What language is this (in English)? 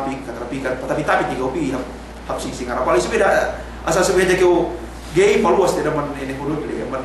Yakan